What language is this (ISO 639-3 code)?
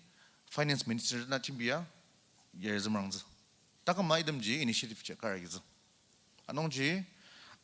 njo